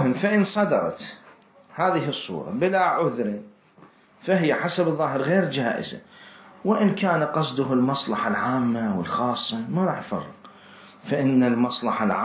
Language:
Mesopotamian Arabic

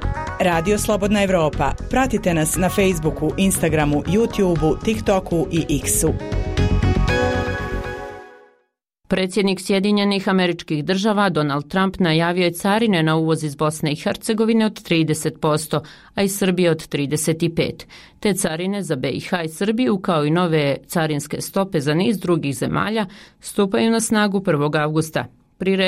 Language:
Bosnian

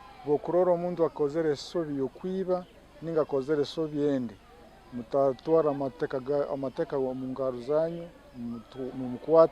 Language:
Nyankole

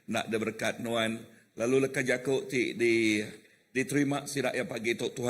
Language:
Iban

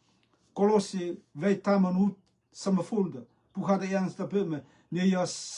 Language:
Rotuman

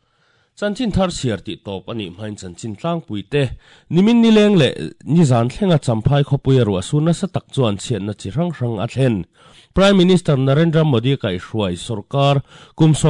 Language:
Mizo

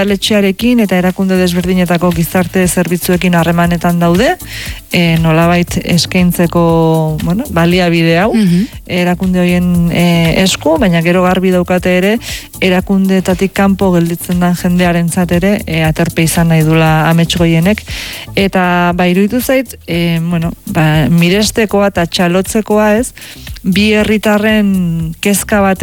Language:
Basque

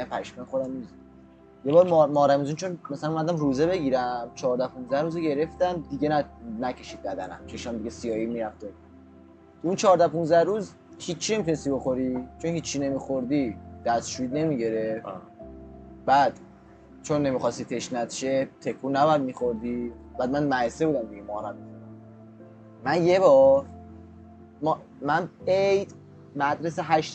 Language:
Persian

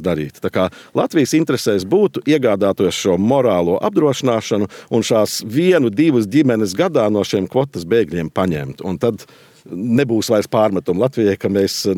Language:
Latvian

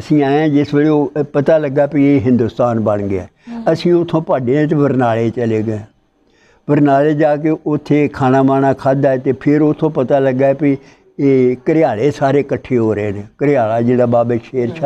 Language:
Punjabi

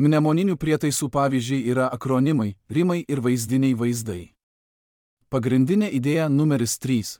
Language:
Lithuanian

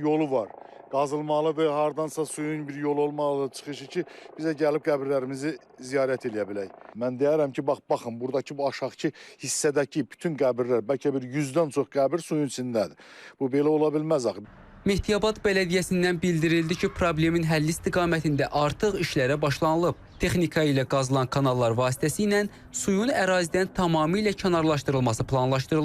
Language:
Azerbaijani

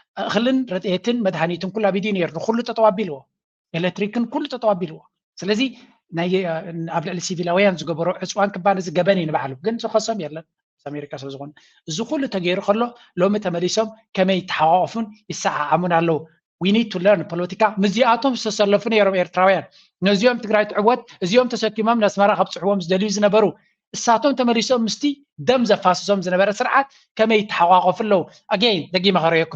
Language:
Tigrinya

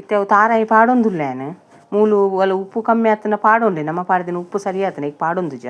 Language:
Tulu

